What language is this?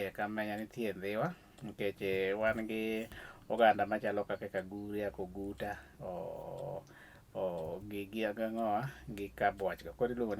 Luo (Kenya and Tanzania)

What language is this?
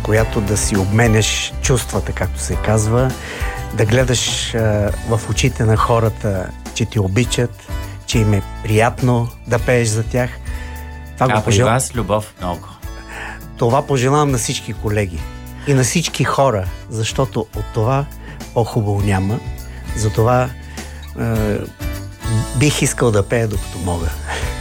Bulgarian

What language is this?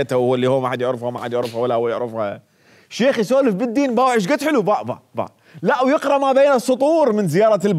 Mesopotamian Arabic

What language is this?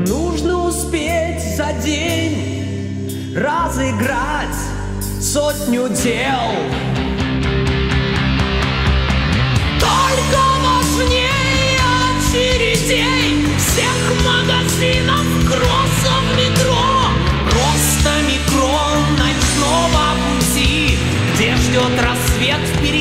Russian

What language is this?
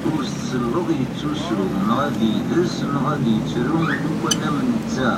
Kabyle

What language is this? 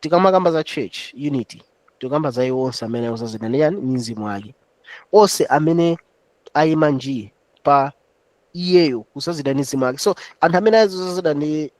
Nyanja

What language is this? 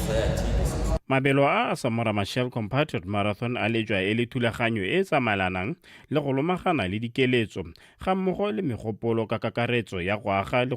Tswana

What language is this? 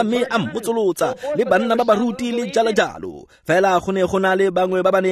Tswana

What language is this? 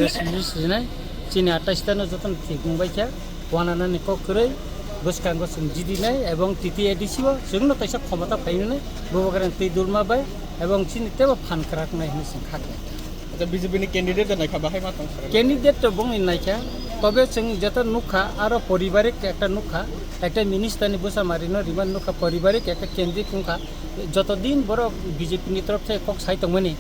Kok Borok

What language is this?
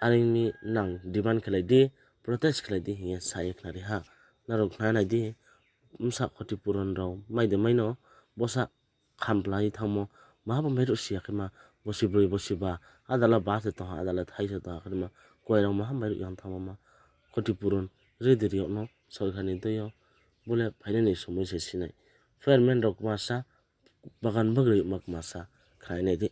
Riang (India)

